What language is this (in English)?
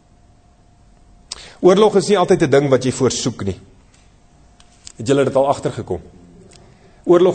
Afrikaans